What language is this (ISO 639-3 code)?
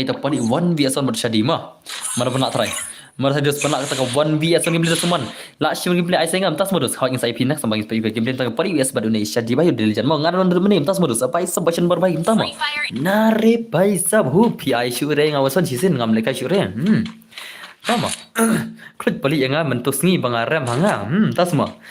kha